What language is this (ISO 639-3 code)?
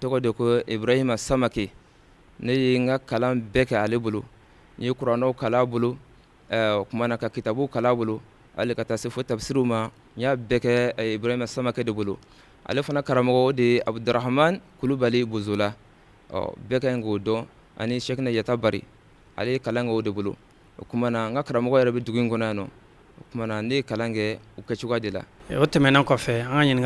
bam